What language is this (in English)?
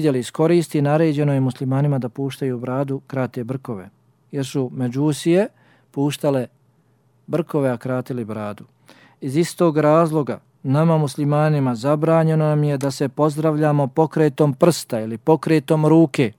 Bosnian